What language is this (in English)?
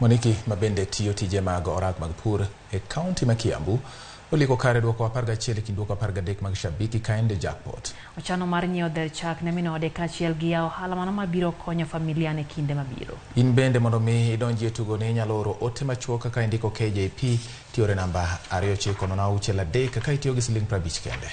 Luo (Kenya and Tanzania)